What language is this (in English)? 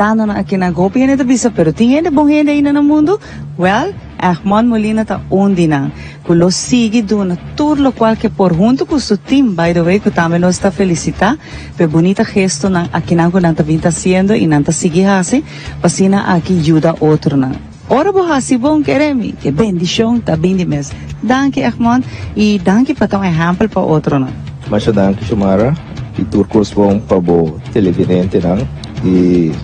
Papiamento